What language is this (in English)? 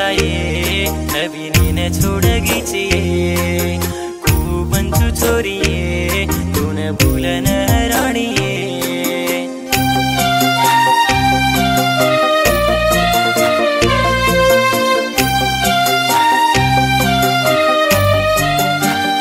Lambadi